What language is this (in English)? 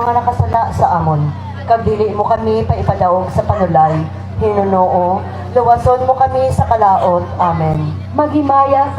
Hiligaynon